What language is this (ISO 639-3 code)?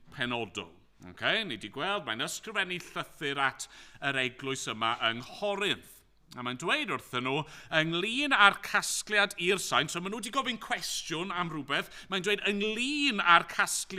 cym